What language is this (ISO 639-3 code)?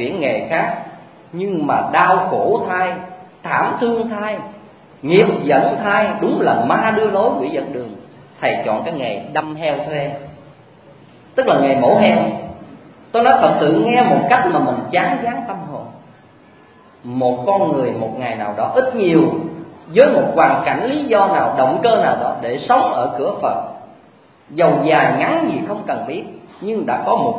vie